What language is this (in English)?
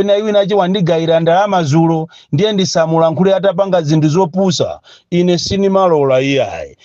Nyanja